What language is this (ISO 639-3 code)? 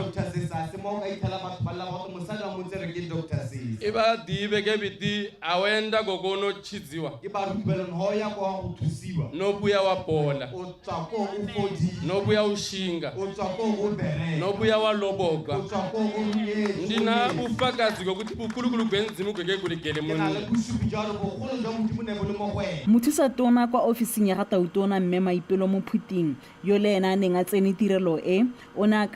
tsn